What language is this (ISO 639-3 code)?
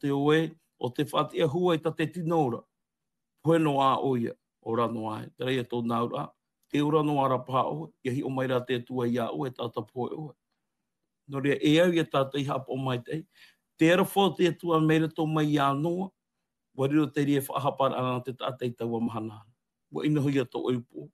tah